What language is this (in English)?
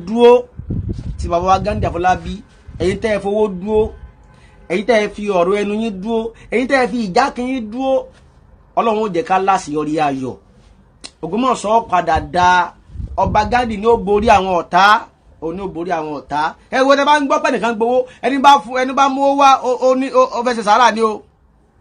Yoruba